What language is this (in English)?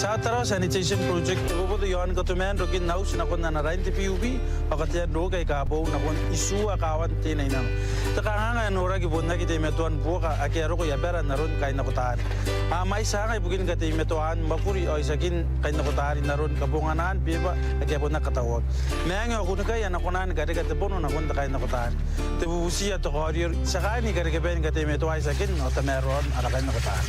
Gilbertese